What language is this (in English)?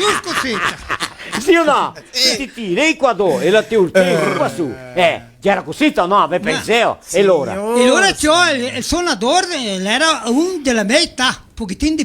Venetian